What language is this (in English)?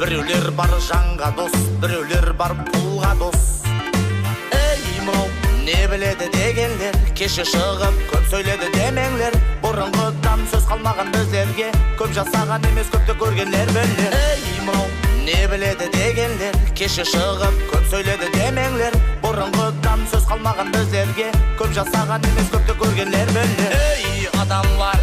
Kara-Kalpak